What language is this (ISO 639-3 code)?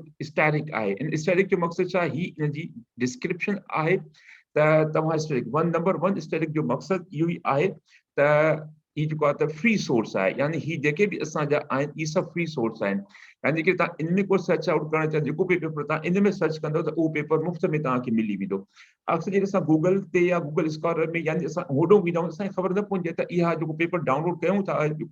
snd